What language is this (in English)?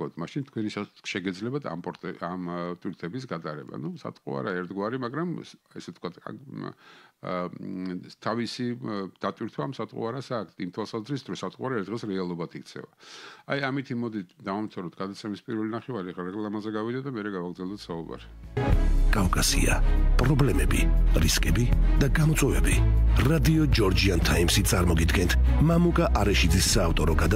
Georgian